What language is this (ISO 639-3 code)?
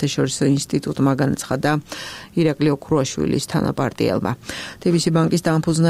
kat